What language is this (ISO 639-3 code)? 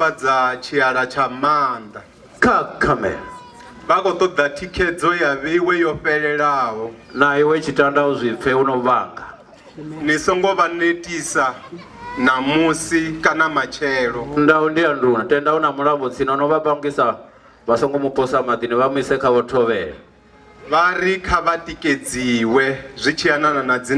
ven